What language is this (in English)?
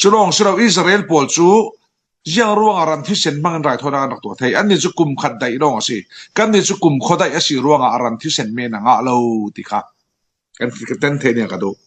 Falam Chin